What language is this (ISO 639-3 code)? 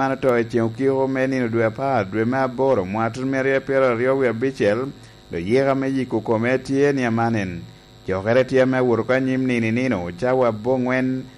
laj